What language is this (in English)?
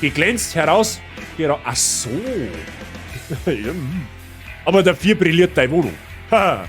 Bavarian